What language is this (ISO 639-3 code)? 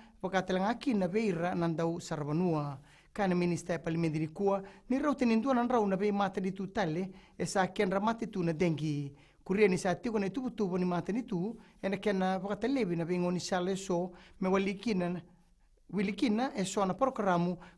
fij